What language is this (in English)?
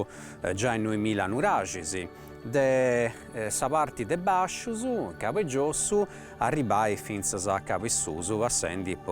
Sardinian